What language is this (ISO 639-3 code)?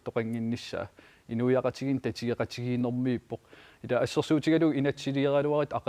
kal